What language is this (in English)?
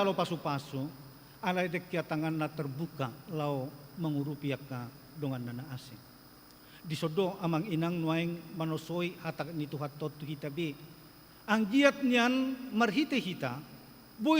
Batak Toba